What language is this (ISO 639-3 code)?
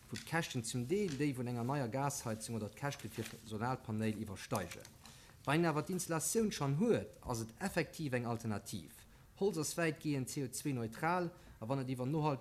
ltz